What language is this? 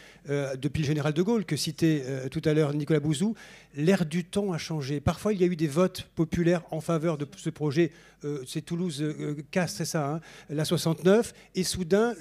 French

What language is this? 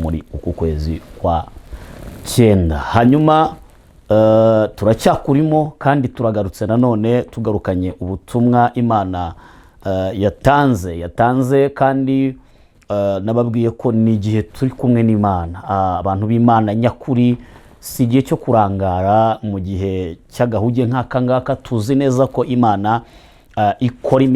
Kinyarwanda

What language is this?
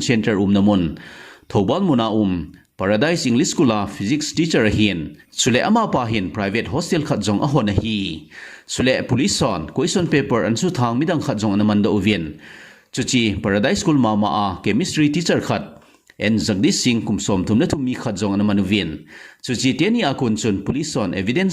Thado Chin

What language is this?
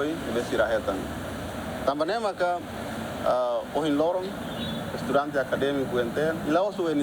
Tetum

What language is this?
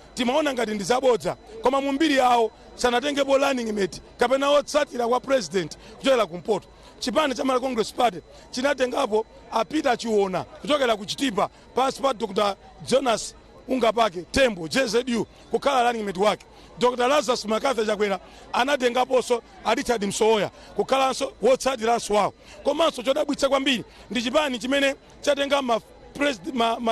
Nyanja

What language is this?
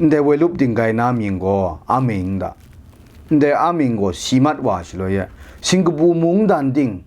Kachin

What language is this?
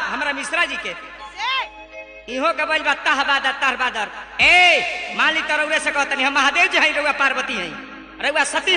Bhojpuri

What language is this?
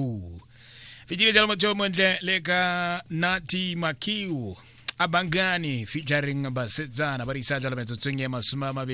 Tswana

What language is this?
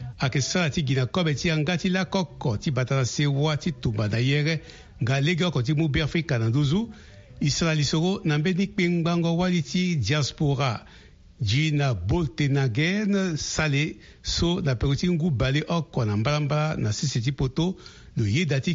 Sango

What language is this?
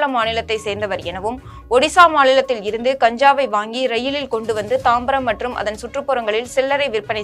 Tamil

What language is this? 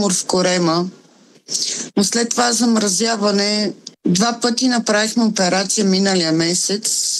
Bulgarian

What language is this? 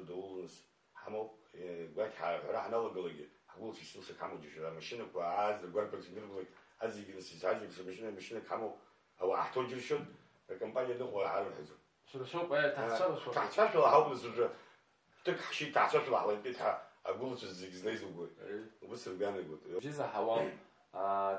Abkhazian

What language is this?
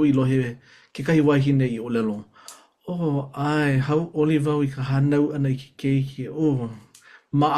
Hawaiian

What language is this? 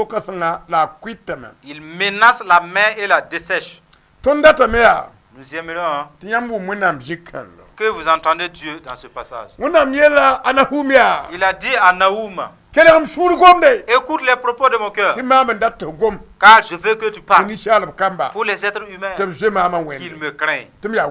Mossi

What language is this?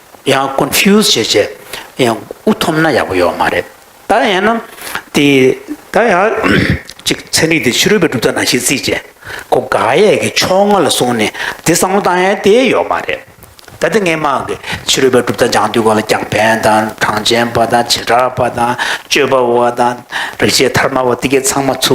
Tibetan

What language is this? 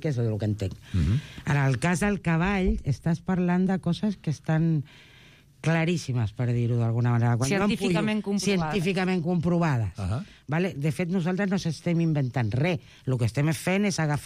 Catalan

